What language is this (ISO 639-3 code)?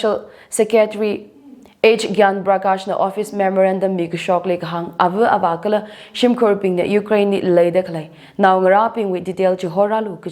nmf